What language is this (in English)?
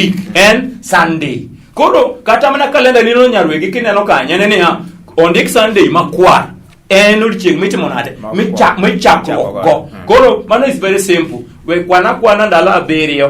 Luo (Kenya and Tanzania)